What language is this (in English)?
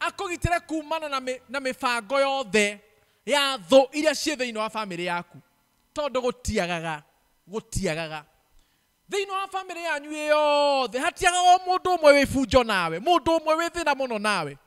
Kikuyu